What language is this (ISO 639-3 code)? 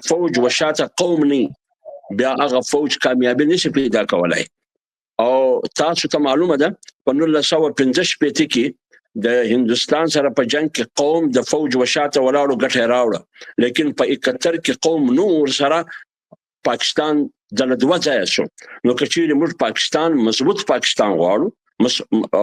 pus